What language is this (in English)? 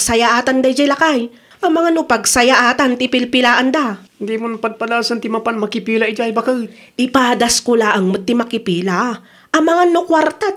Iloko